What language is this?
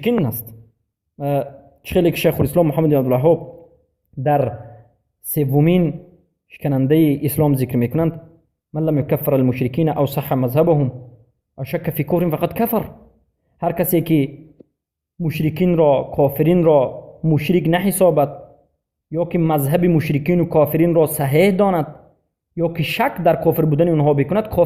Persian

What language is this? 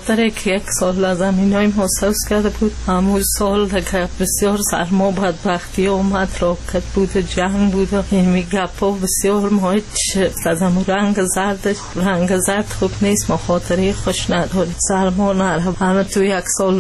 Persian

